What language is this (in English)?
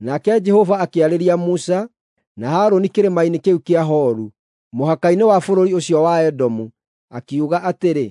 Kikuyu